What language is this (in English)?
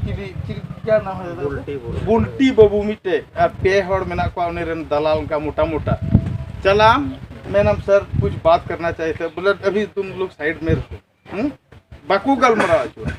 Santali